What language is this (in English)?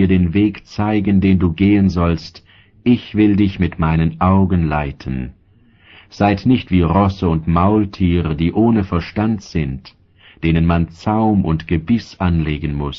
German